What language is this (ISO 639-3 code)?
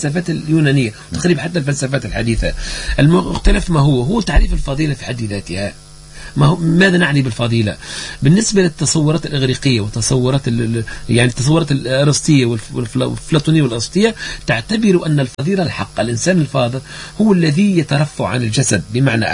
aeb